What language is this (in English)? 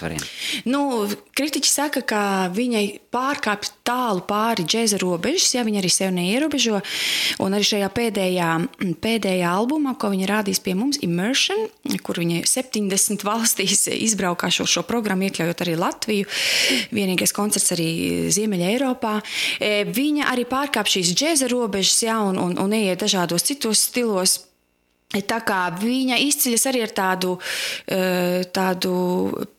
Latvian